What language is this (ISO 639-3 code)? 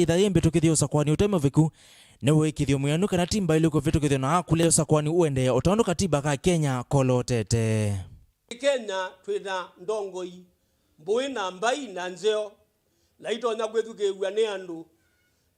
kam